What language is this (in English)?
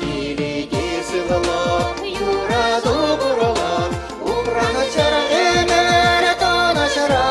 Chuvash